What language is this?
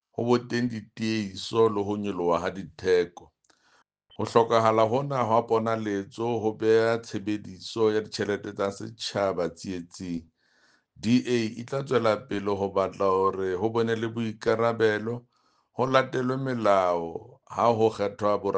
Southern Sotho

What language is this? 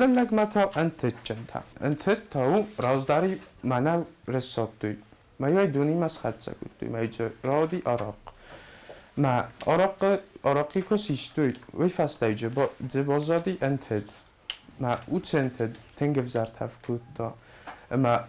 Ossetic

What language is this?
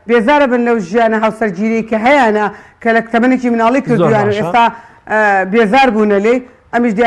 Central Kurdish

